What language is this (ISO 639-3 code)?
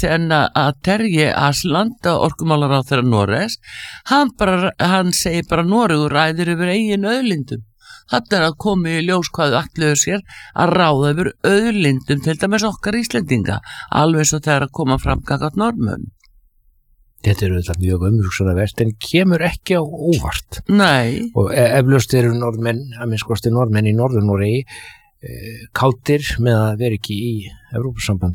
isl